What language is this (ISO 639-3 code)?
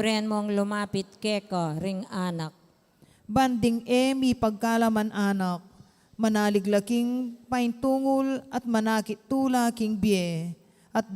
pam